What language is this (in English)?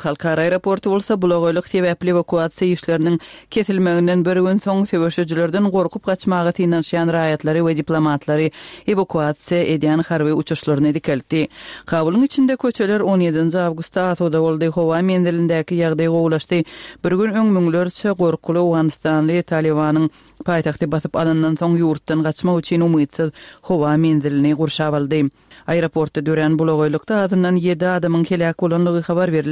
Turkmen